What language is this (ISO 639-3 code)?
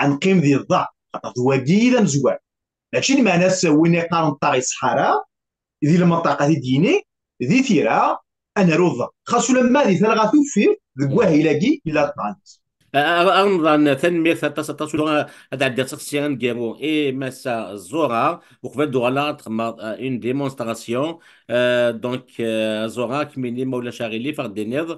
kab